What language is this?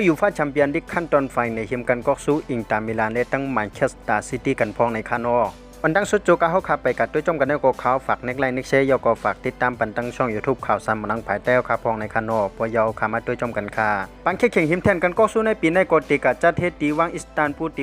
Shan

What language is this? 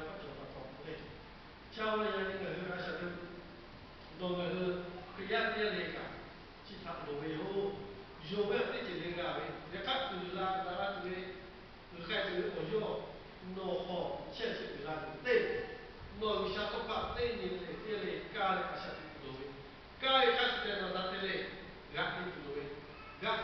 Lahu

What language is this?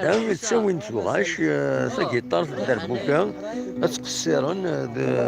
Kabyle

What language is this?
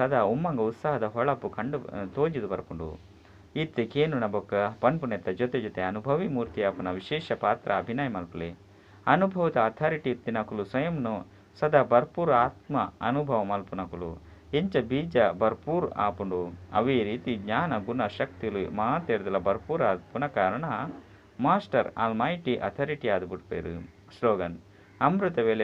Tulu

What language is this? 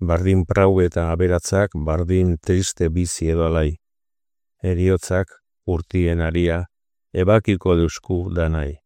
Basque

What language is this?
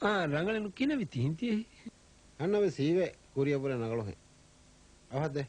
Divehi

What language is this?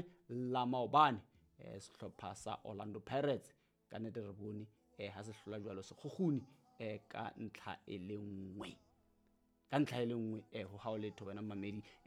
Southern Sotho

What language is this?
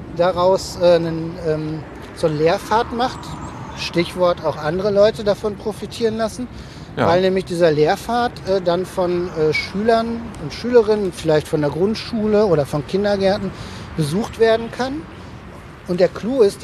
German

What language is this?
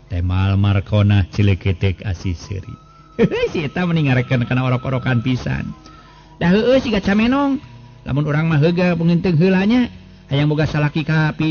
Sundanese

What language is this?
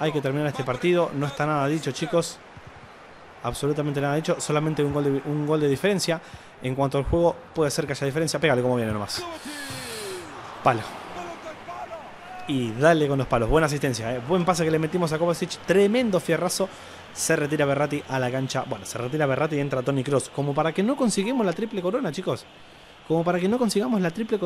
Spanish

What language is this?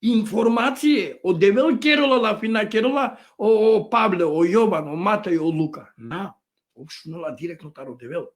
Balkan Romani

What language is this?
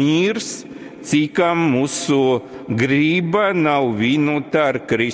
Latgalian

